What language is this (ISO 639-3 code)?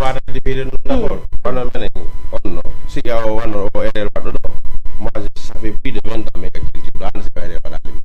ful